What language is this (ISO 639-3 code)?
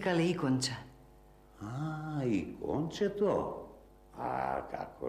mkd